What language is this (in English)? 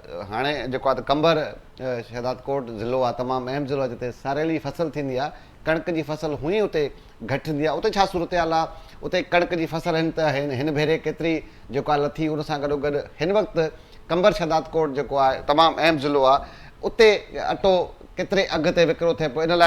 Sindhi